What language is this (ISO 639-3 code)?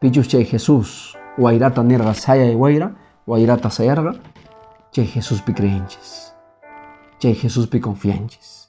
que